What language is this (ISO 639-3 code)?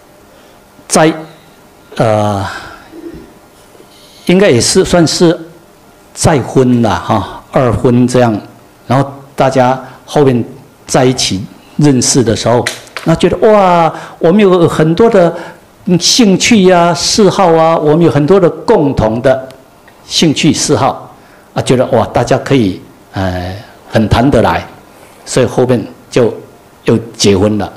zho